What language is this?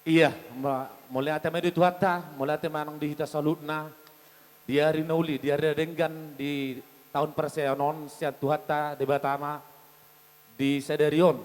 Batak Toba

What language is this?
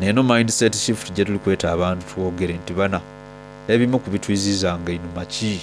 Soga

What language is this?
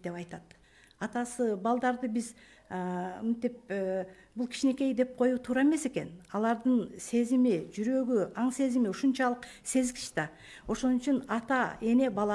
Kyrgyz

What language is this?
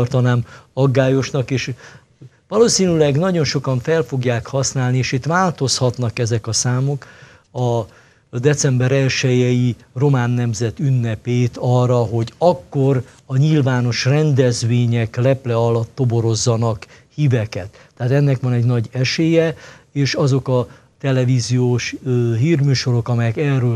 Hungarian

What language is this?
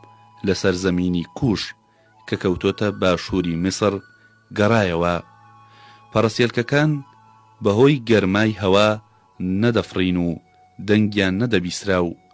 Central Kurdish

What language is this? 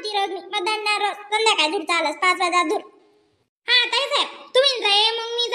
Khandesi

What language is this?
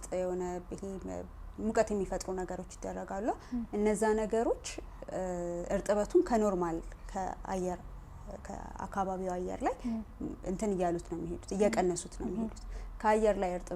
Amharic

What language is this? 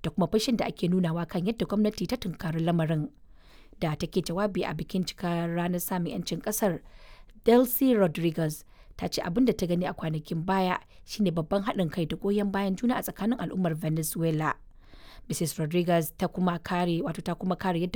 Hausa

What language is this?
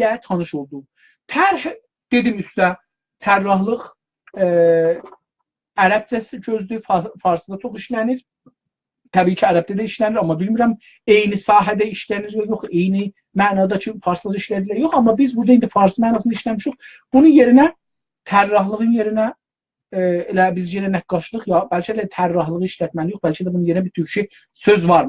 South Azerbaijani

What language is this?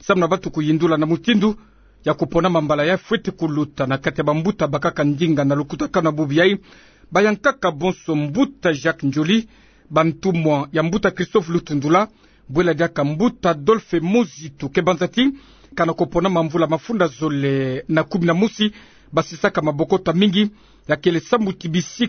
Kituba (Democratic Republic of Congo)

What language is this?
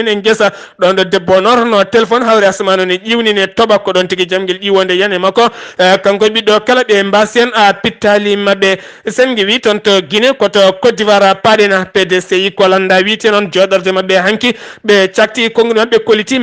Fula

